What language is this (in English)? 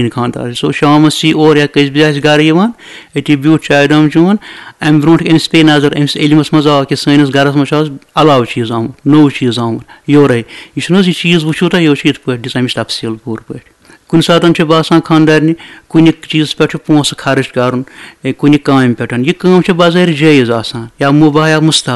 Kashmiri